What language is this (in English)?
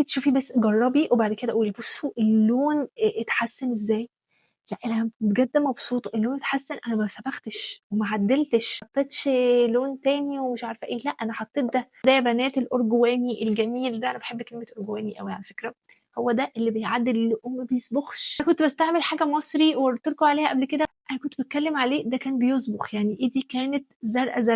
Egyptian Arabic